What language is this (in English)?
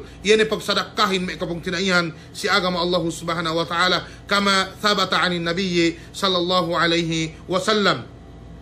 Yakan